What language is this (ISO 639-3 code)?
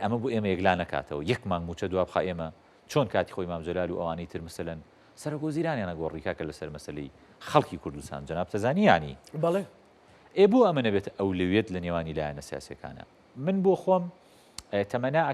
ckb